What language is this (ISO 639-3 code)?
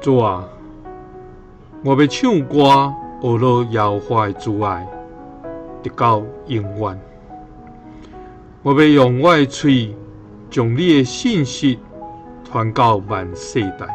nan